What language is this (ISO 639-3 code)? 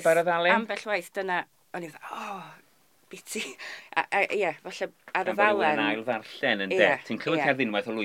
cym